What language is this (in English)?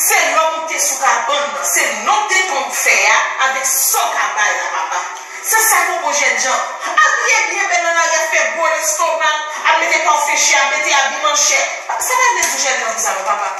Haitian Creole